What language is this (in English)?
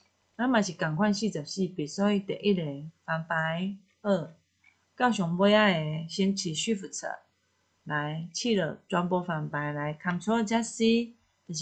Min Nan Chinese